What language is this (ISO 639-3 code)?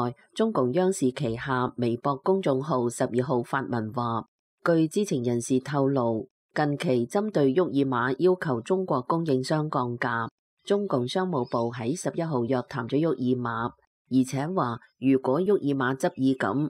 yue